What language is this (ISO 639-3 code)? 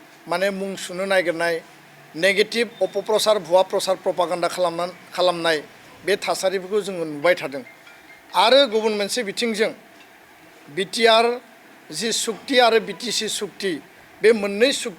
brx